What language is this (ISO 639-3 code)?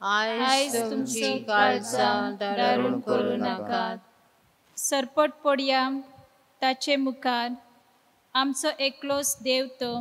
kok